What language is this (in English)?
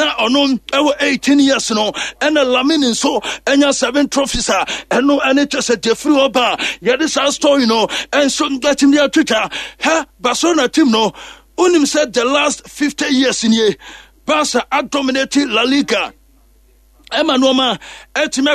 Akan